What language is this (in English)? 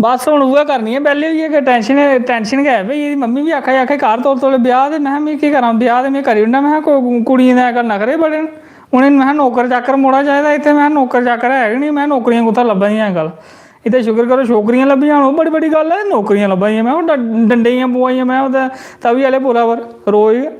Dogri